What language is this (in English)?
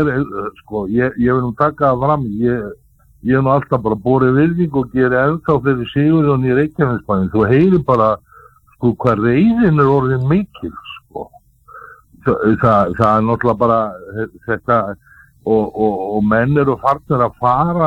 Icelandic